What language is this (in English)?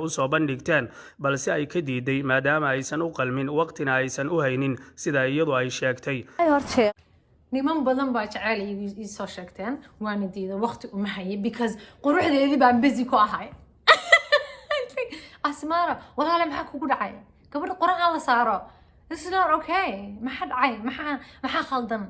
Somali